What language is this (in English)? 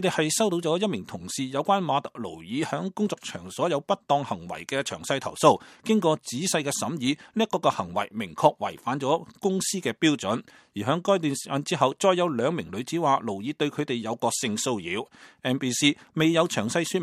Cantonese